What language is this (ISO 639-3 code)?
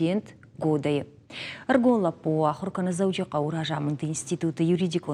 oss